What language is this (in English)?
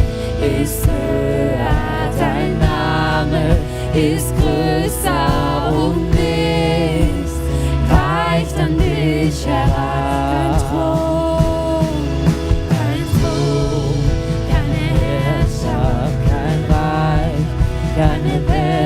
Swiss German